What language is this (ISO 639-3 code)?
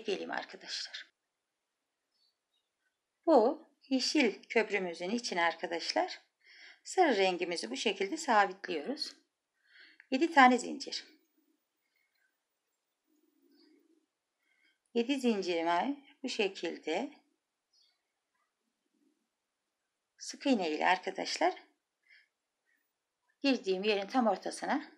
tur